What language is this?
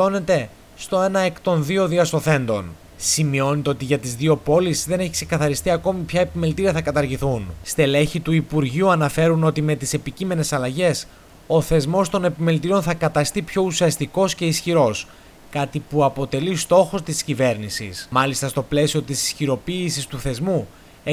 Greek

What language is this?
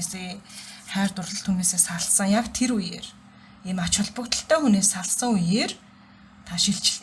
Mongolian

